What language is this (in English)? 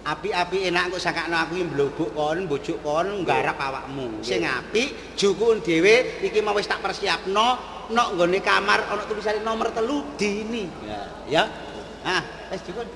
Javanese